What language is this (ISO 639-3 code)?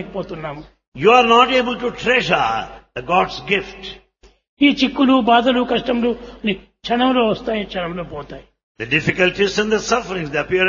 tel